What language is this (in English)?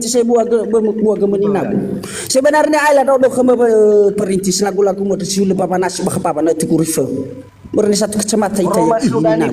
Nias